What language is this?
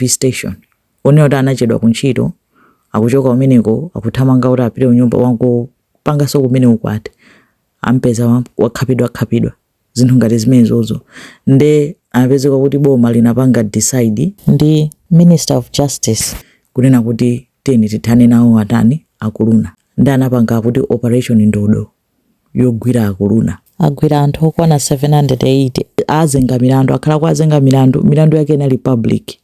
Nyanja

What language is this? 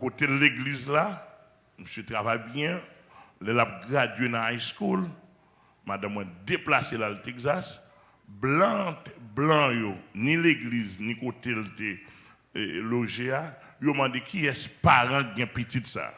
Haitian Creole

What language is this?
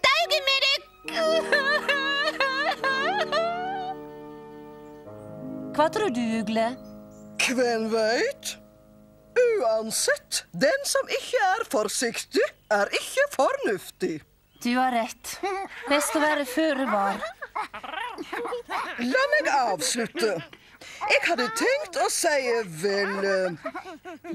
Norwegian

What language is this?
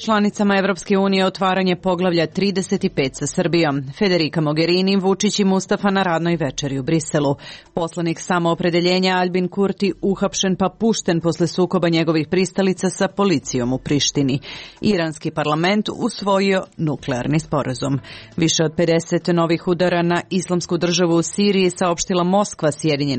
Serbian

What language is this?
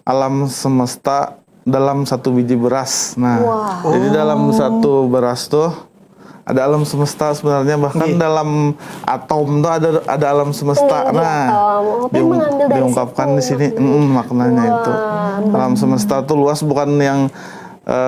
Banjar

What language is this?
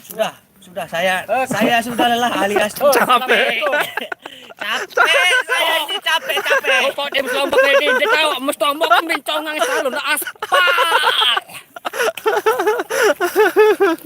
Sasak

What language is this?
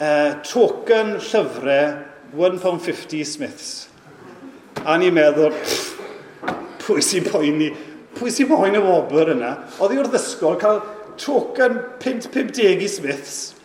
Welsh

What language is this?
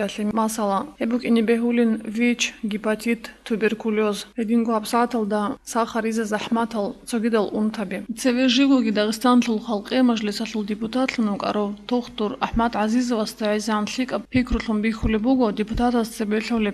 Avaric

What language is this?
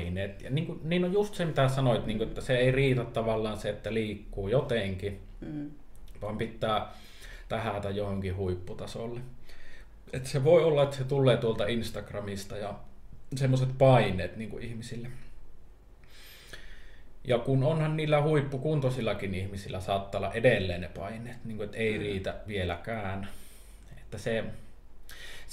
Finnish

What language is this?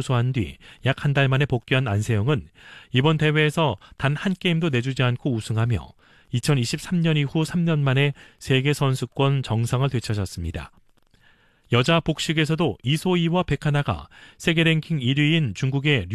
Korean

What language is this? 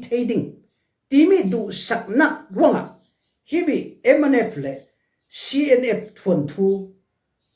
Falam Chin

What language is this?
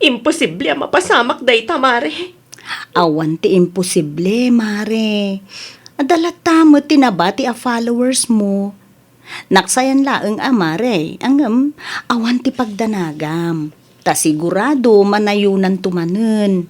Iloko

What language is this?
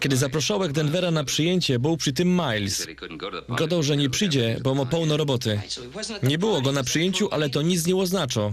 Silesian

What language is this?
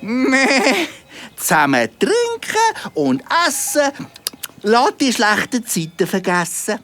Swiss German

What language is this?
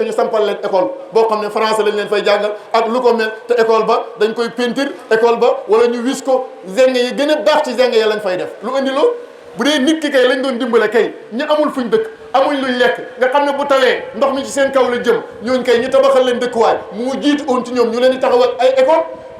Wolof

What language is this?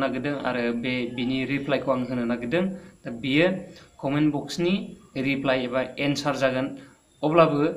Bodo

